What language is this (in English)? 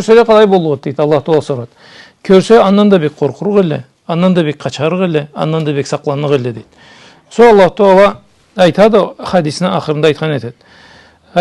Karachay-Balkar